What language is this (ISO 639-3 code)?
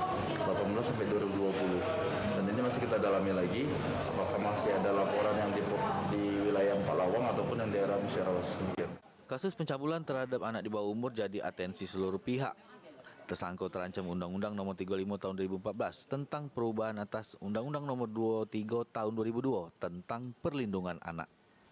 mui